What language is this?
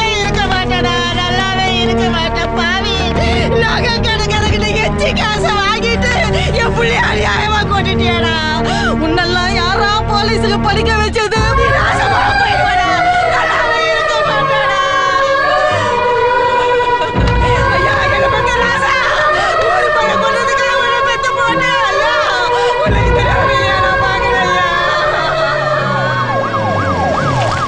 Tamil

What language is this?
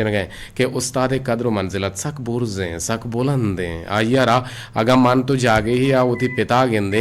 Eastern Balochi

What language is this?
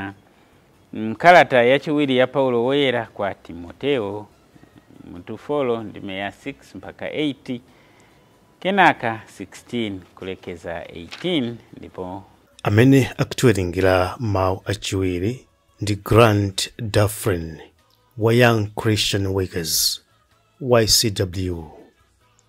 Nyanja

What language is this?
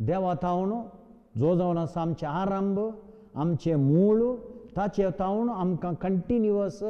Konkani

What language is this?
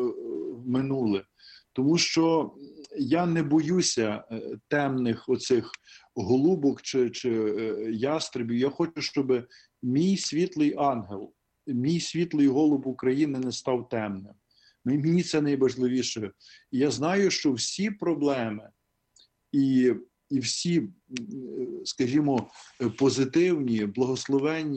Ukrainian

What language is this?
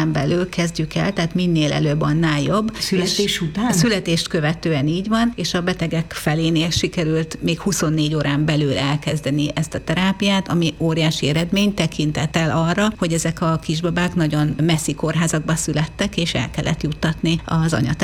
Hungarian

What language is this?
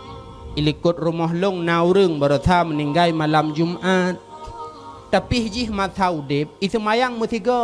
Achinese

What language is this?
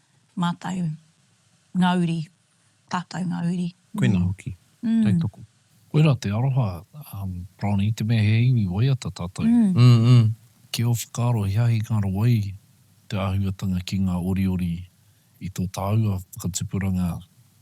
Māori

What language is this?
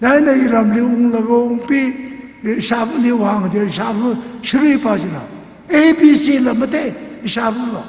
Tangkhul Naga (India)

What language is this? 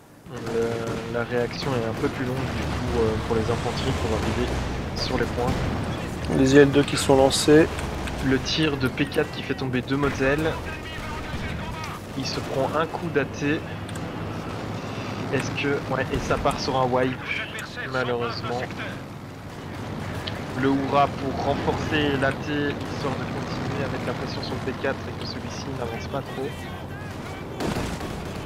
French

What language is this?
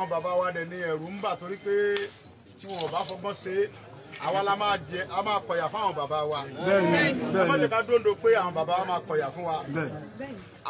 Yoruba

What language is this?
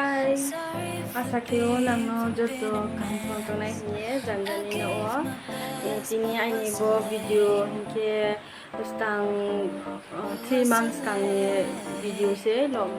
Riang (India)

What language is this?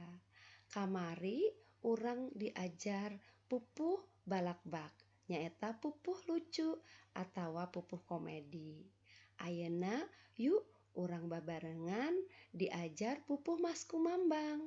Sundanese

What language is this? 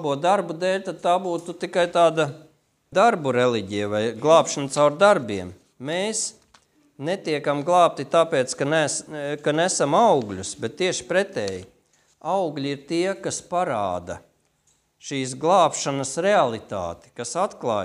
Latvian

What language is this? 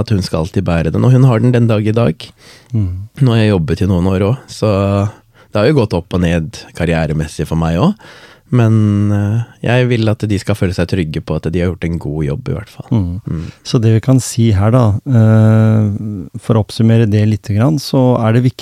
Norwegian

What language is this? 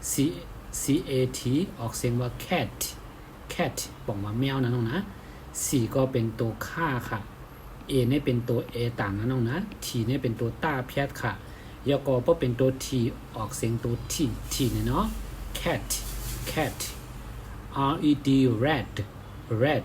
Shan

